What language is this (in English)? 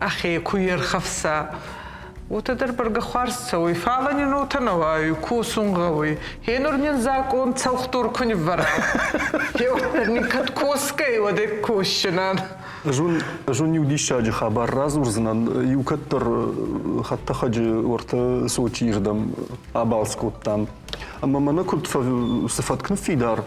Ossetic